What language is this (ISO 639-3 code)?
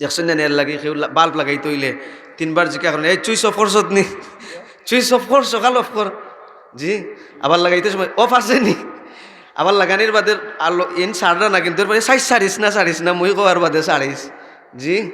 syl